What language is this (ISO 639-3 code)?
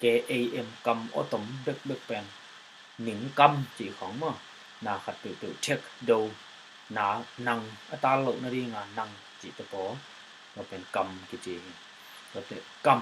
ctd